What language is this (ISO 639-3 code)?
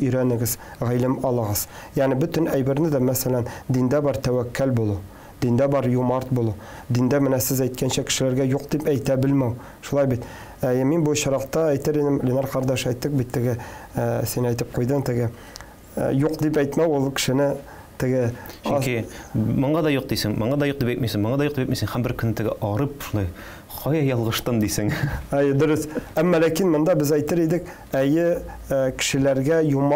tat